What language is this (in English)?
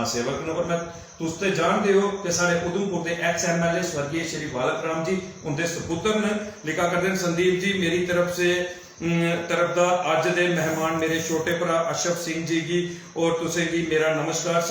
Dogri